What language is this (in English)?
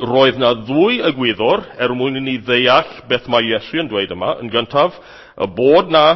Welsh